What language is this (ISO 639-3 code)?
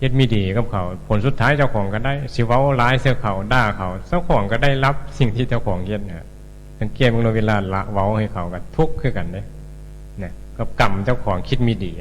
tts